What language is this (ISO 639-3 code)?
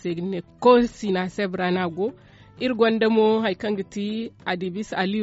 dje